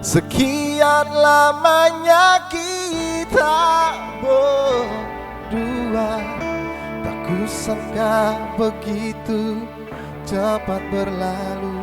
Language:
Ambonese Malay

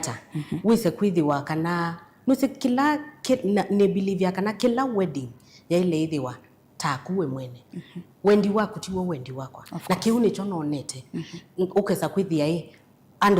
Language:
Kamba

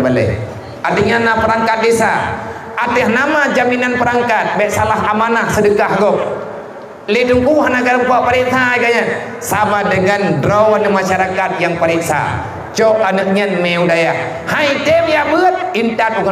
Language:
Achinese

